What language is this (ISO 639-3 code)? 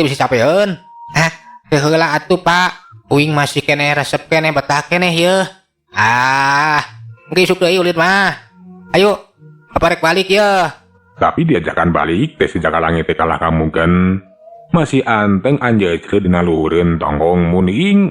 sun